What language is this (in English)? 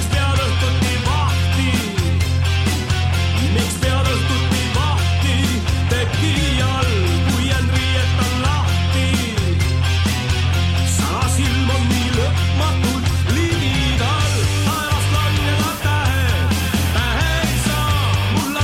Estonian